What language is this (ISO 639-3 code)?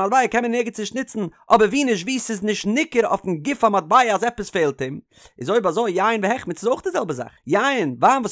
yid